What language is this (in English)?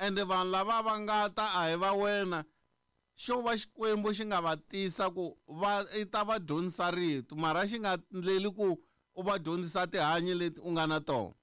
Tsonga